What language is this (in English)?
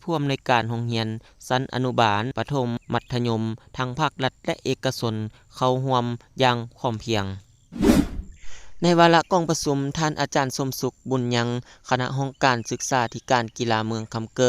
Lao